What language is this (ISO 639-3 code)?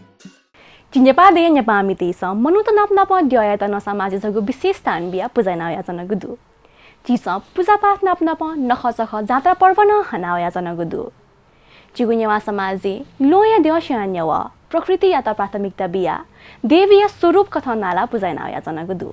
new